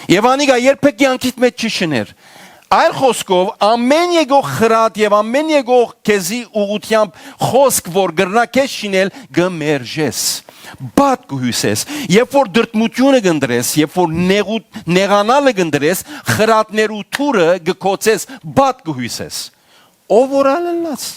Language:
Western Armenian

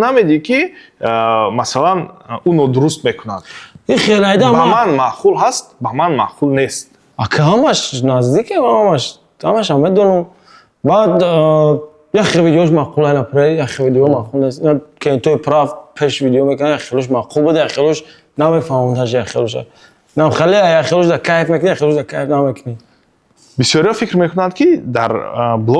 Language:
Tajik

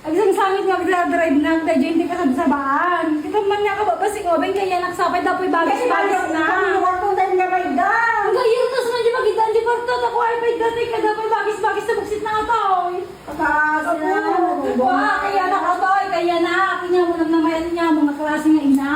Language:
Iloko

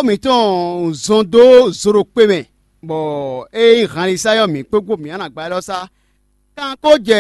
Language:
Fon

